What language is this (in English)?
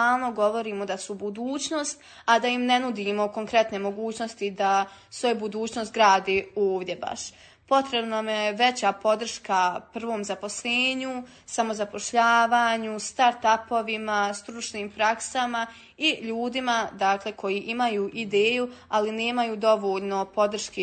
Bosnian